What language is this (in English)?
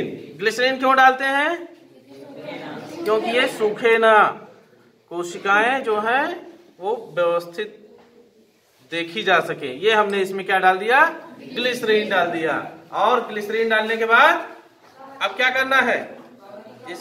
Hindi